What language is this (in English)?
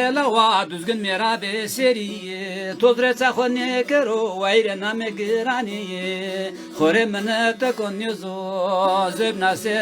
Zaza